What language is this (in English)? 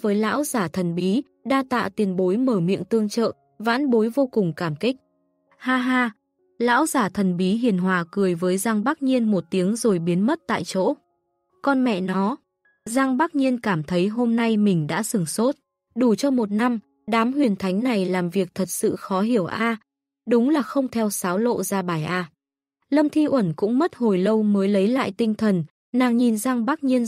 Vietnamese